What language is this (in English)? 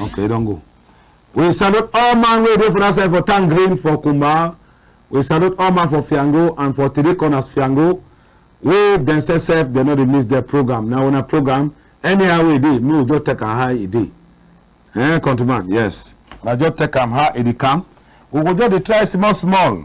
Cameroon Pidgin